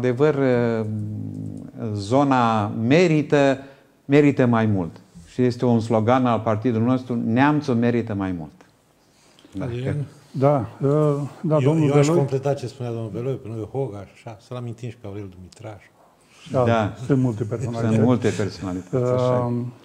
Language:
Romanian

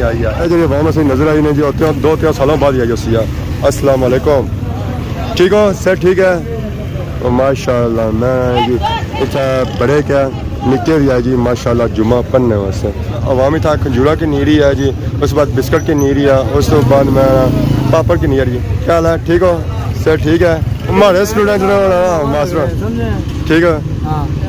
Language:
Pahari-Potwari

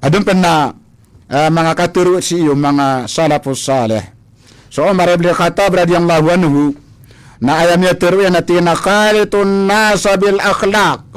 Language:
Maranao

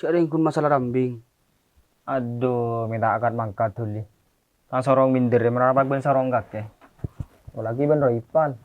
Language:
Madurese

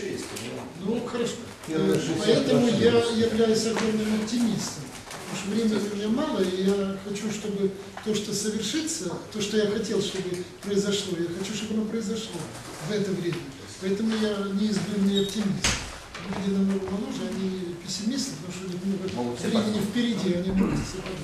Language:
Russian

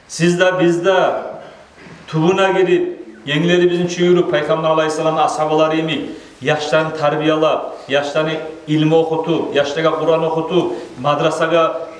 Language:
Kumyk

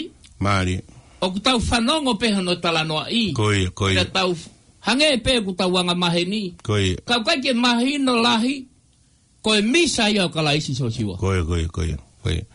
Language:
Tongan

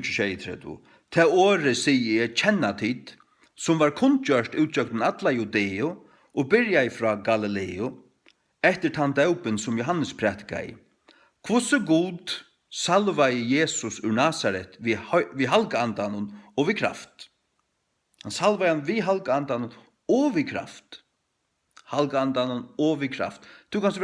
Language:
Faroese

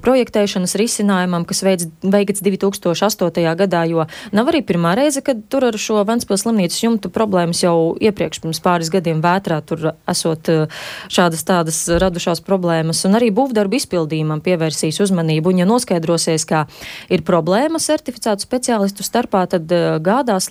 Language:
Latvian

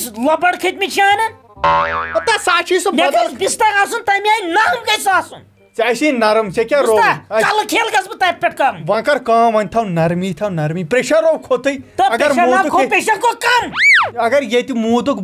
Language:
Kashmiri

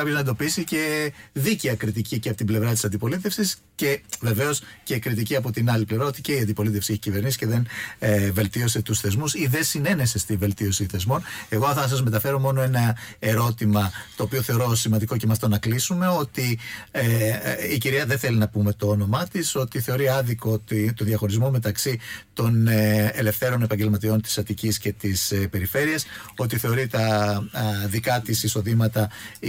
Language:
Greek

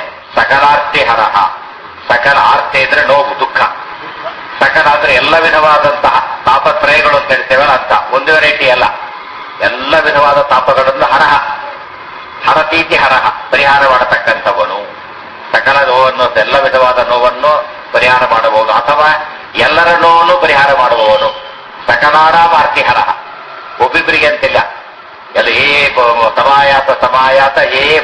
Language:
Kannada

